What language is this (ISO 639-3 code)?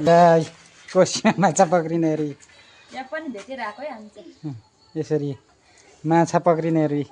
nep